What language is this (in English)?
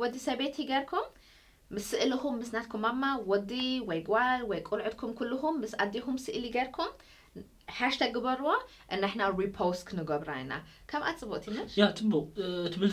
Tigrinya